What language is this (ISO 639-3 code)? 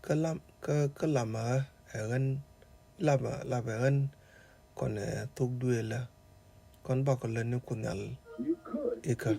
nus